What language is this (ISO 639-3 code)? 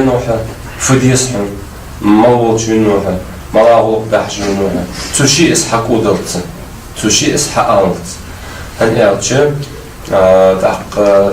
inh